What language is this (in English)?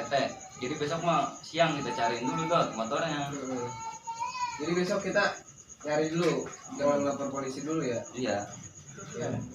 Betawi